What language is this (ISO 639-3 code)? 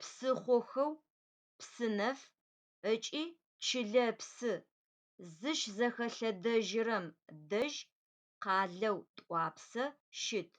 ady